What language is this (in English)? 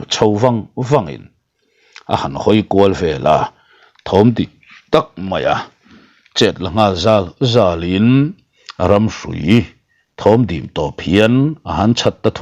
Mizo